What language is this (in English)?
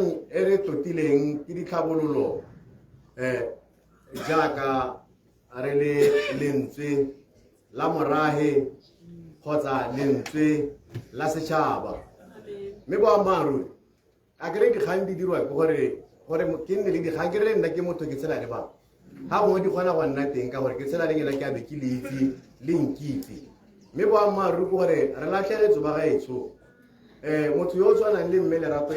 Tswana